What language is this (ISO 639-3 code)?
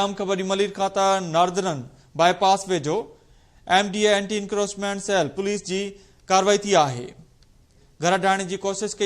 snd